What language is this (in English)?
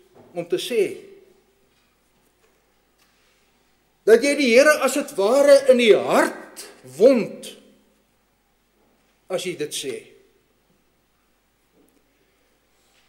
Afrikaans